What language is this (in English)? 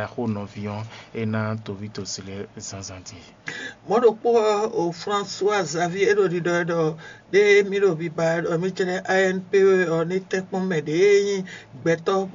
Fon